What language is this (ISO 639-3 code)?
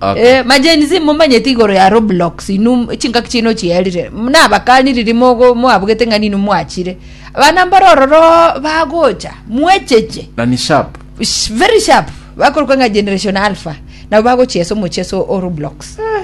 guz